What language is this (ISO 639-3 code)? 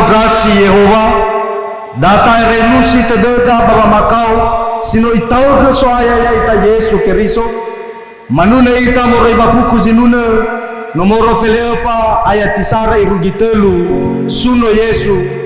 nia